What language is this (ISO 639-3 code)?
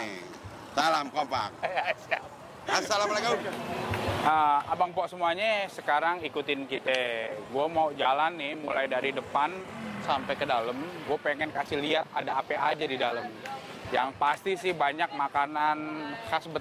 bew